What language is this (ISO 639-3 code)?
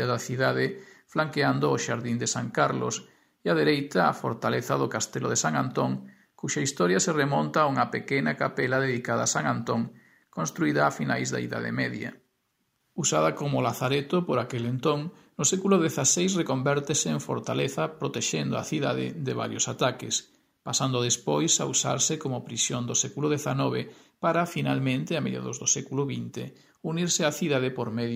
glg